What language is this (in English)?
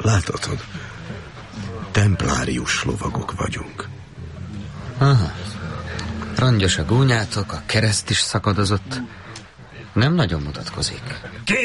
Hungarian